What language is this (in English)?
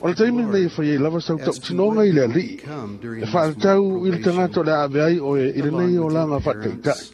Samoan